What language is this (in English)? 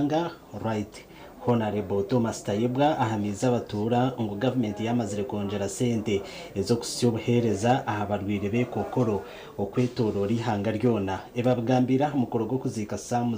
Nyankole